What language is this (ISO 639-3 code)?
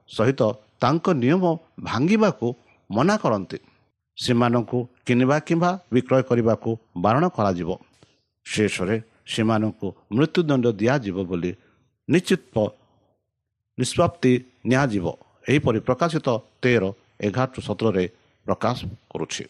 ori